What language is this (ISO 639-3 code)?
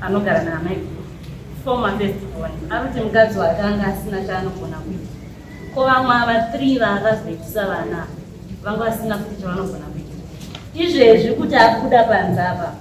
sna